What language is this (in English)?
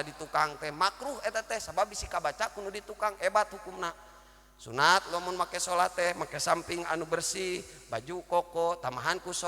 Sundanese